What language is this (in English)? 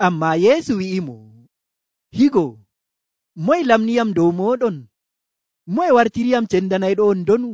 Nigerian Fulfulde